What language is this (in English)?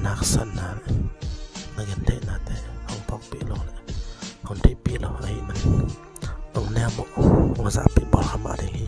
Tedim Chin